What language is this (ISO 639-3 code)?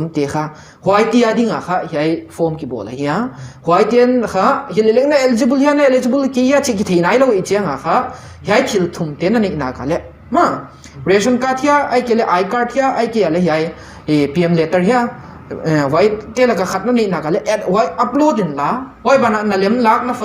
pck